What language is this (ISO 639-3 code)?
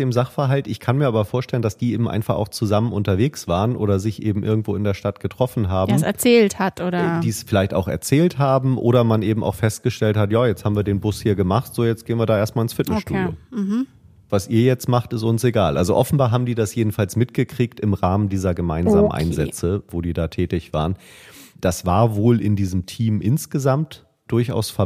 deu